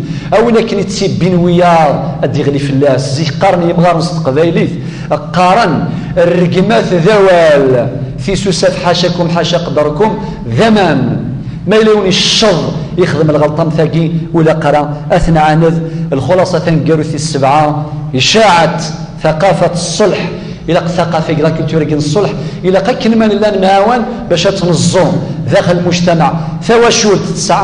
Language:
Kabyle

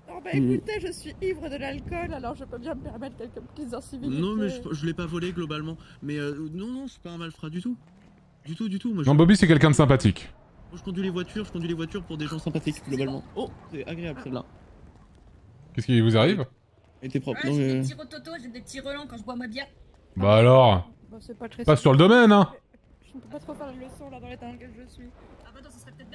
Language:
French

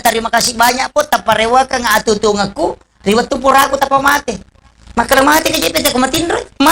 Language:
Buginese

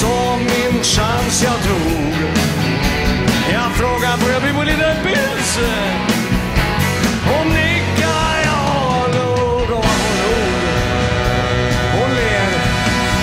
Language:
Swedish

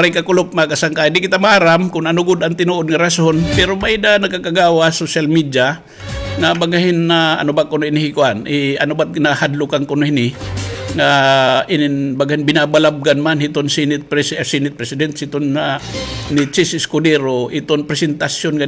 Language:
Waray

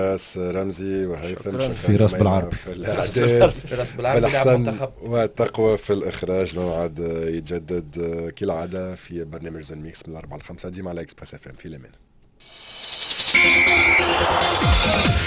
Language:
Tunisian Arabic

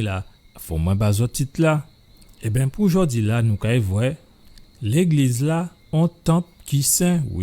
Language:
Guadeloupean Creole French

